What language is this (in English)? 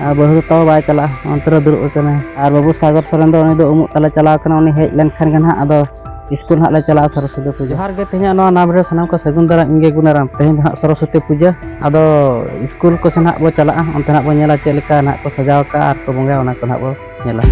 Santali